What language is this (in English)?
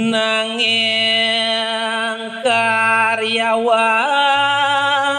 Balinese